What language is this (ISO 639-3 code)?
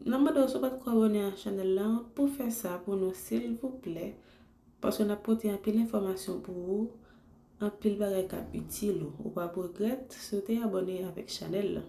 hat